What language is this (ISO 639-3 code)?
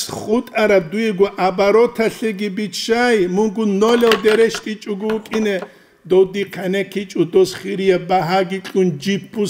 ava